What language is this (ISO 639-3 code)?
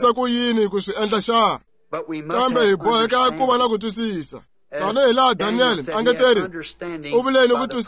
tso